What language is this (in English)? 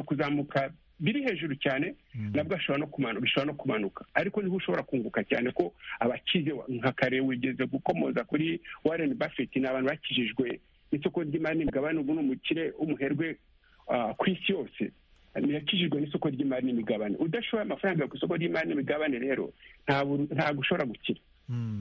Kinyarwanda